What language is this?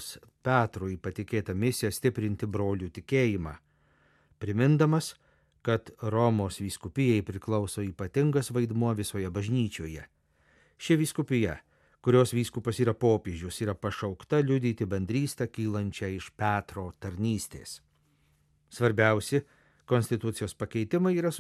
Lithuanian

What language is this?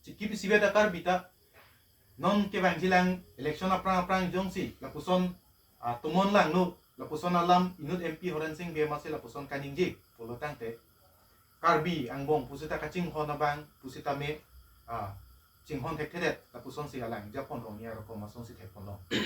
Karbi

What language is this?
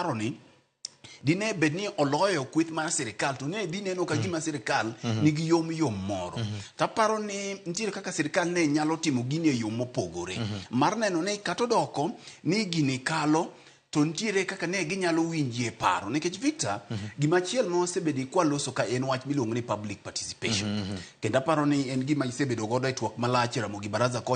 Luo (Kenya and Tanzania)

